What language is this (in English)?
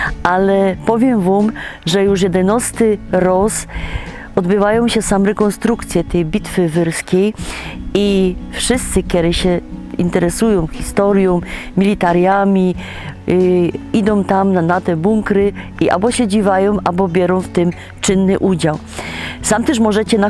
Silesian